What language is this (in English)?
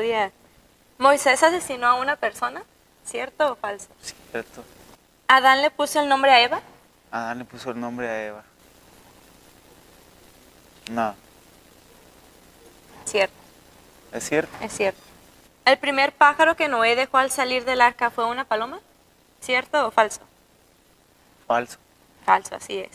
Spanish